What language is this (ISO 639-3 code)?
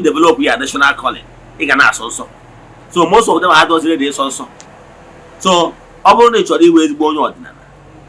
ibo